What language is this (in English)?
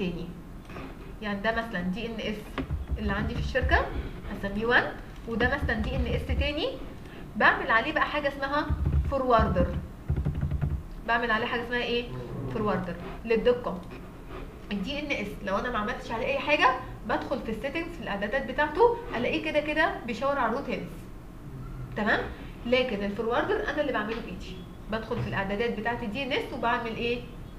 Egyptian Arabic